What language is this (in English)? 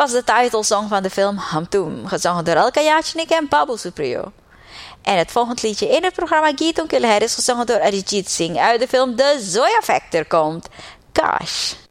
Dutch